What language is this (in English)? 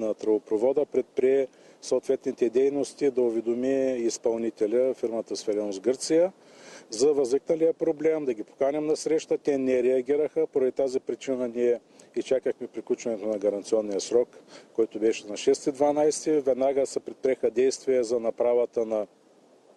Bulgarian